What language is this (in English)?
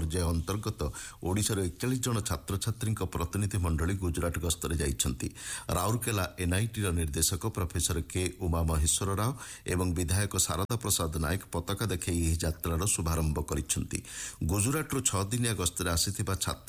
Odia